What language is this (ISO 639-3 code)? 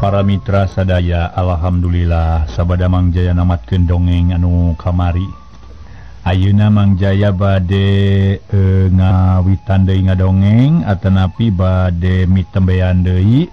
sun